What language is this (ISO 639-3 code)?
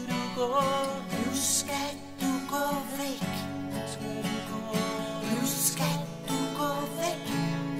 dan